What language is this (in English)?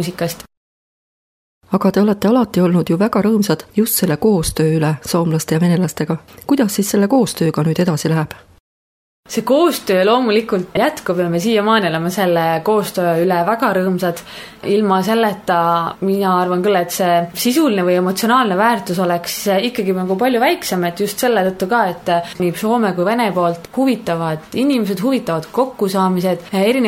Estonian